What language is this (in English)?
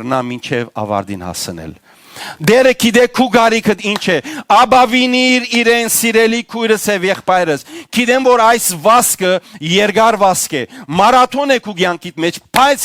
Western Armenian